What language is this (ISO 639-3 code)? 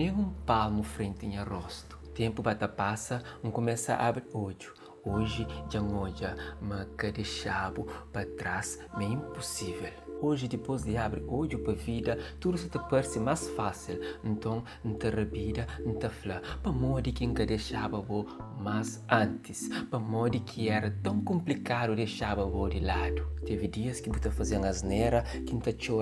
kea